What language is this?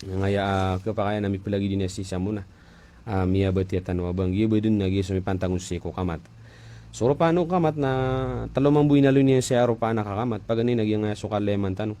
Maranao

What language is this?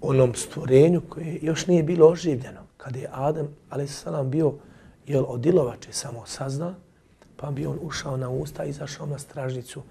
Bosnian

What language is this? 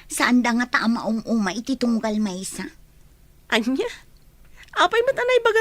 Iloko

